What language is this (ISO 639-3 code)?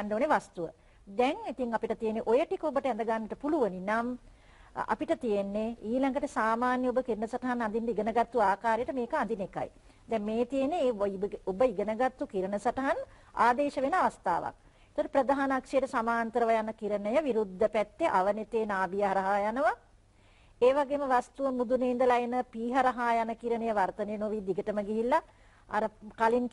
sin